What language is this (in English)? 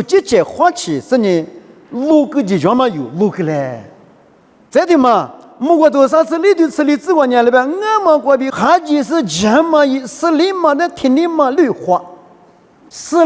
Lisu